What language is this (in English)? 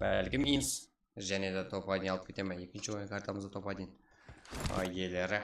Kara-Kalpak